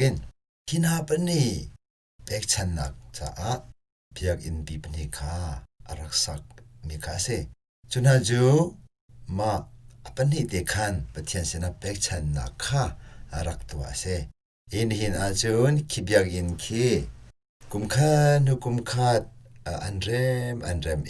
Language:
Hakha Chin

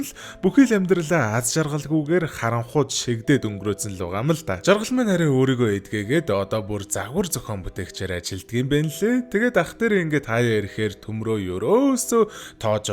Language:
Mongolian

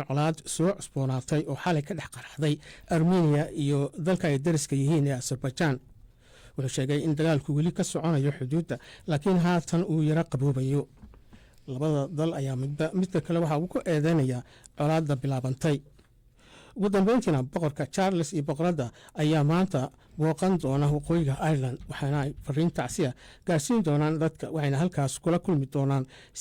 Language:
Somali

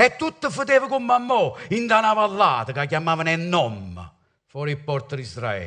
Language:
Neapolitan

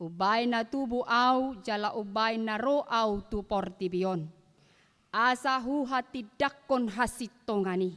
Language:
Batak Toba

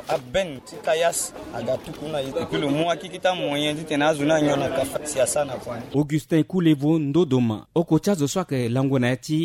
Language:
Sango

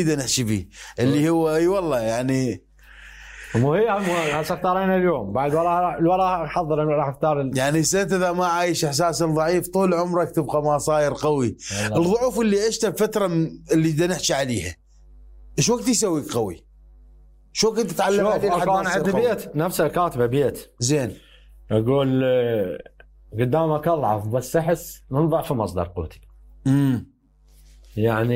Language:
Mesopotamian Arabic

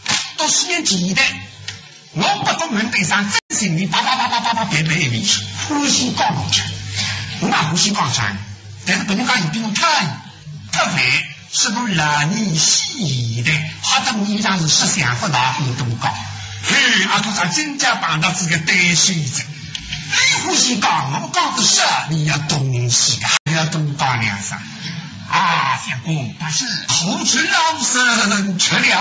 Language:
Chinese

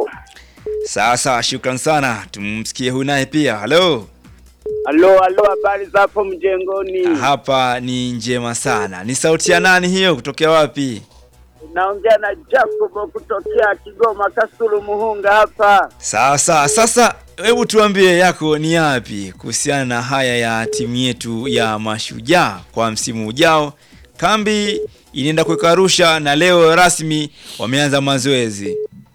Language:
Swahili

